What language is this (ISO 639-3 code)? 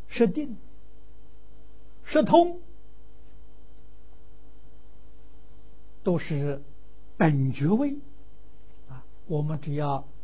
zho